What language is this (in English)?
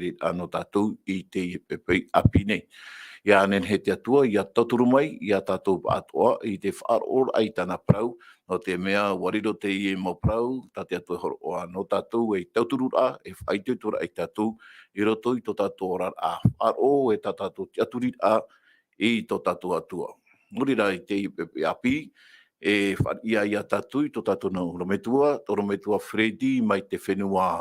Tahitian